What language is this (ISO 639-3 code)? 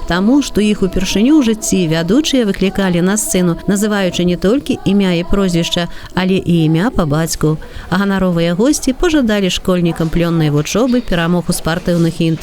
bel